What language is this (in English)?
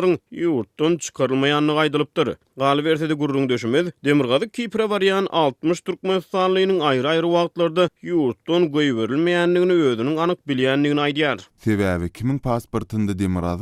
Turkmen